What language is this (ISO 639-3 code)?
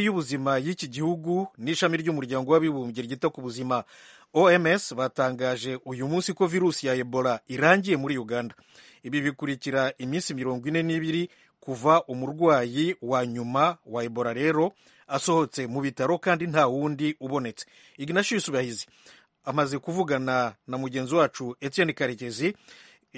kin